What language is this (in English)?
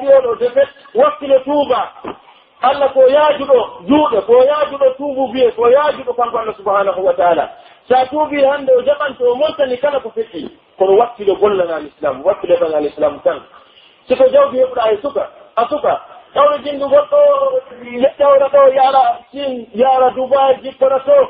Pular